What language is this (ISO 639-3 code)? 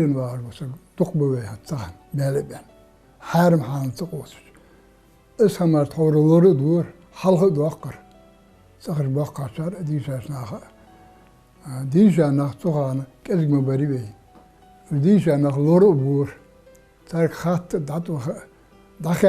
inh